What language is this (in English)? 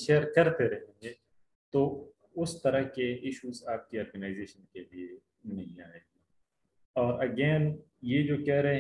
Urdu